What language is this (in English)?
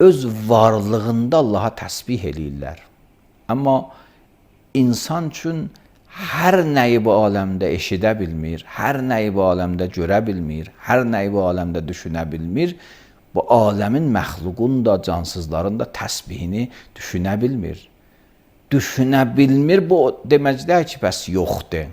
Azerbaijani